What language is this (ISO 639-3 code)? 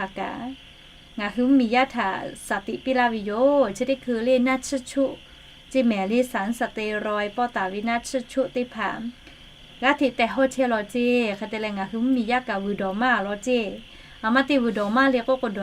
lhu